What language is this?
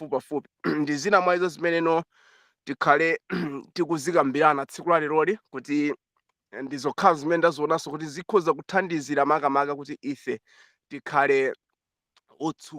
Nyanja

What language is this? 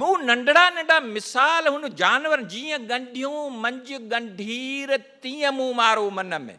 Sindhi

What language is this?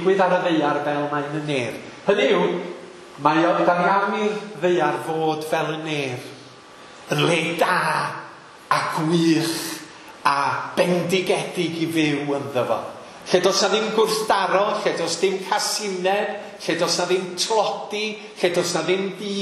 Welsh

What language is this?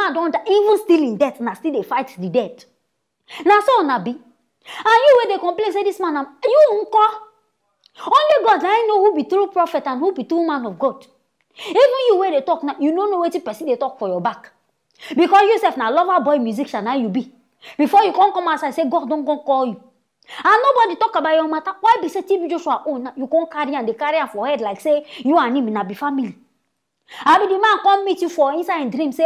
Nigerian Pidgin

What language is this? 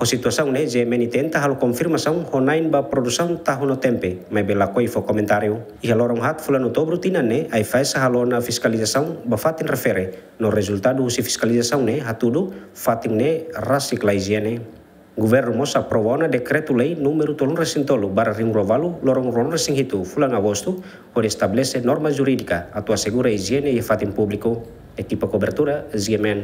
Tetum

